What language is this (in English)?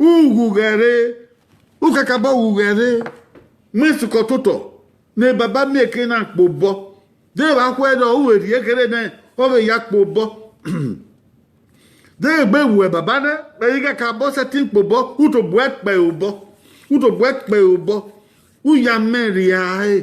Bini